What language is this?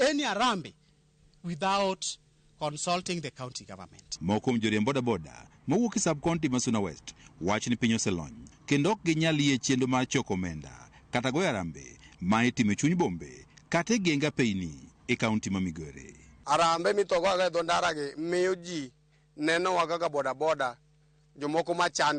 Luo (Kenya and Tanzania)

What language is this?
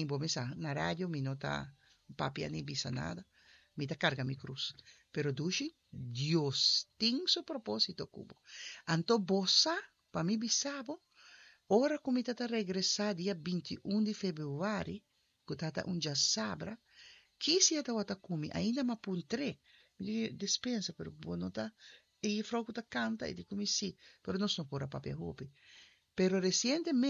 Papiamento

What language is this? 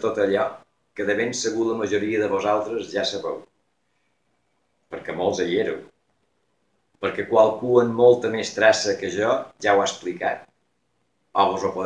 Catalan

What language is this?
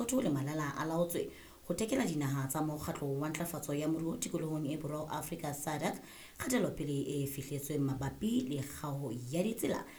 Southern Sotho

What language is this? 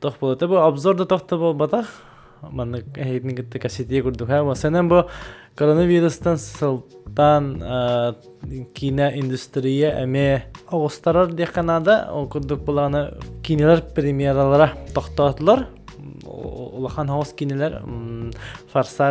Yakut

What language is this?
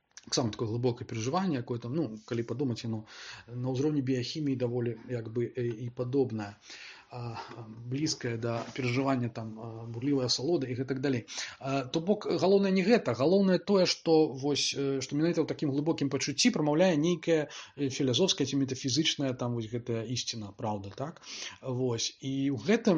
Belarusian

